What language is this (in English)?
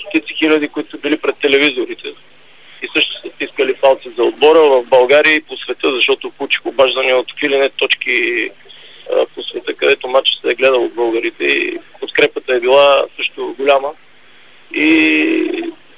Bulgarian